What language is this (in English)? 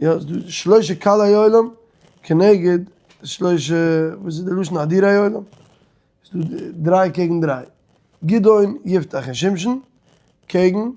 Yiddish